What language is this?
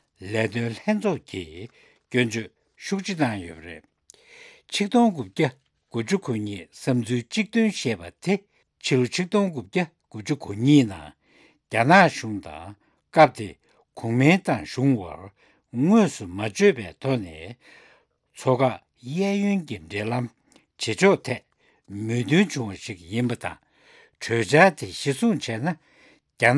Tibetan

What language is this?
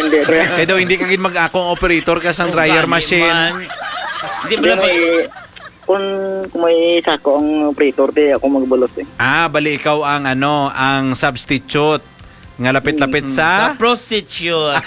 Hiligaynon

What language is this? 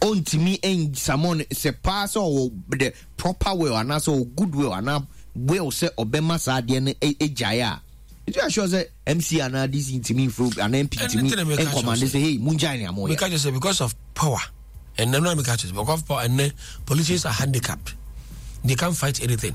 Akan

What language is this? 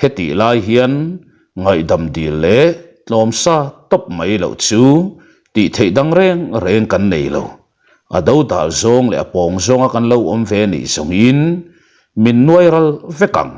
Mizo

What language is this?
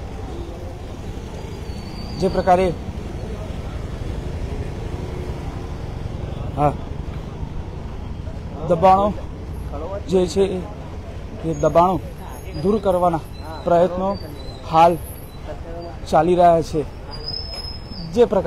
Gujarati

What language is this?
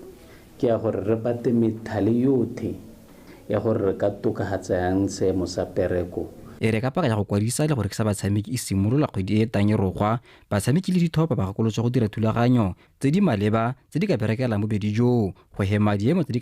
Tswana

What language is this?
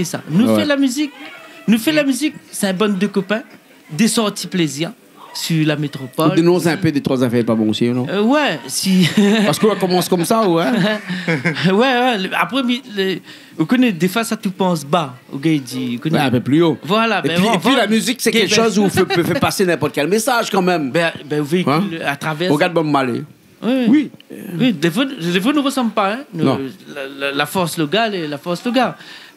Réunion Creole French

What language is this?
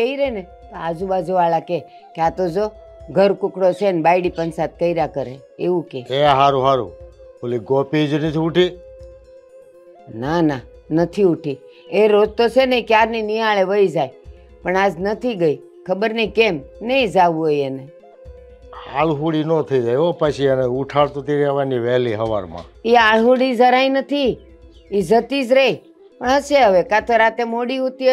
Gujarati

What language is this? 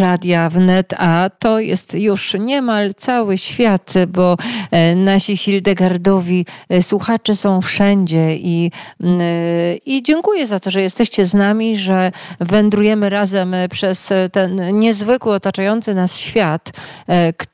Polish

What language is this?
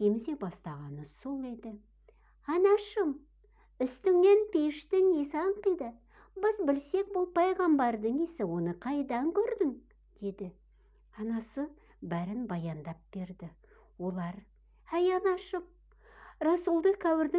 Kazakh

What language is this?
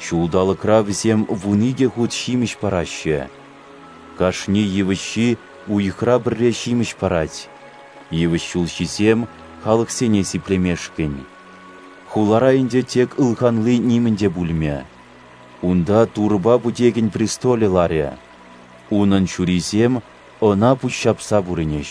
Chuvash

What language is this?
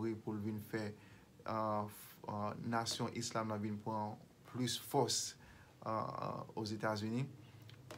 Haitian Creole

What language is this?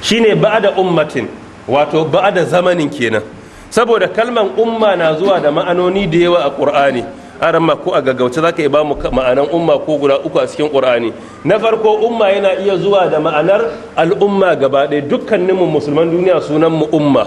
Hausa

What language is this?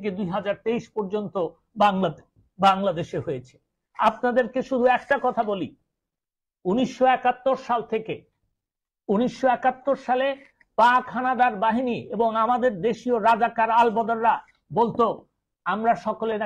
Bangla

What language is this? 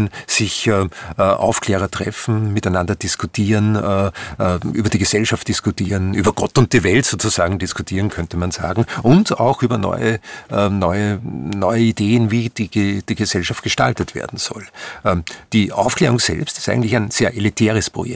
German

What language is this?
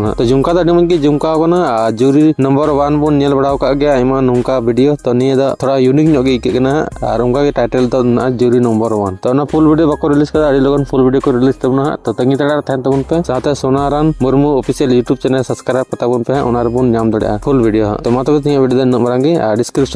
Santali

